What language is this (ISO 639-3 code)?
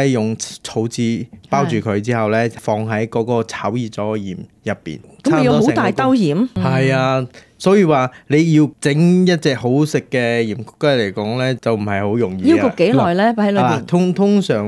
yue